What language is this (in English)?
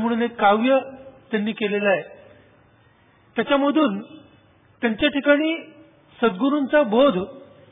Marathi